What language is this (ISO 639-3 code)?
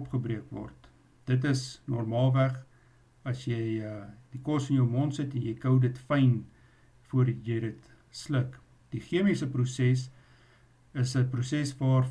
afr